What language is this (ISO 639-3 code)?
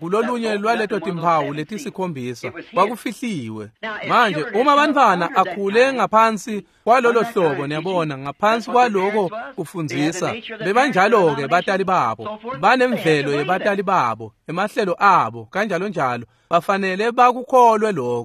ssw